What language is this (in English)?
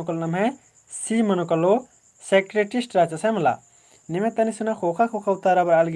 Kurukh